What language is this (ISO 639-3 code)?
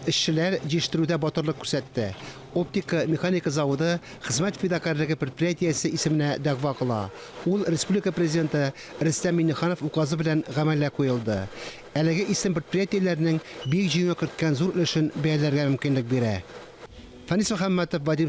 tat